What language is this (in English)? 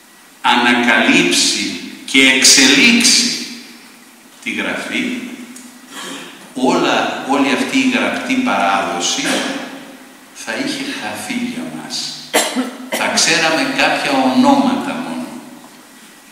Greek